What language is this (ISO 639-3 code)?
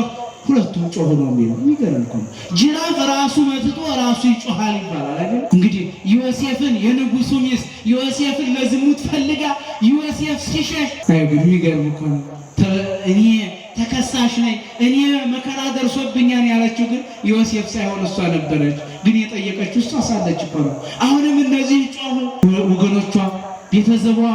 amh